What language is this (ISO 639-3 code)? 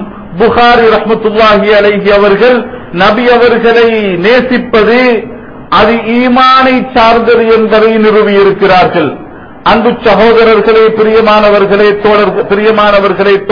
tam